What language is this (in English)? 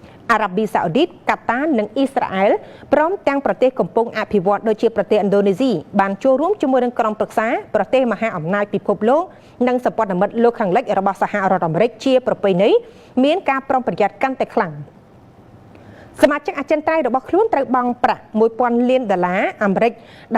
Khmer